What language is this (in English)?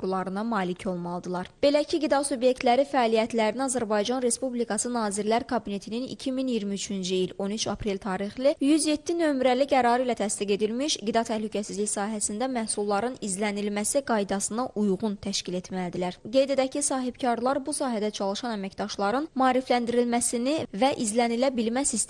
Azerbaijani